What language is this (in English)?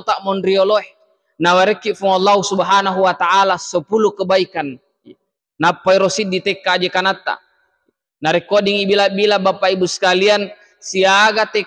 Buginese